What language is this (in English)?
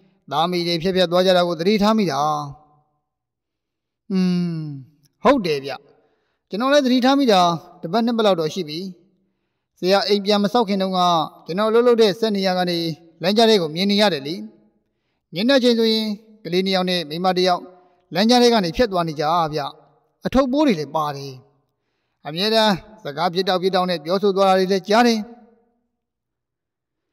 Burmese